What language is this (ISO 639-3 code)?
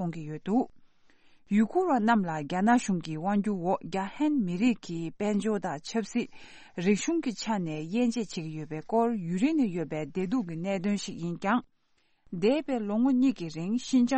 bod